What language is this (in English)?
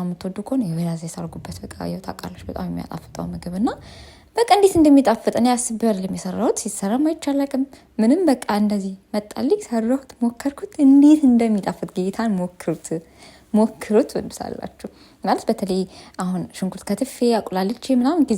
Amharic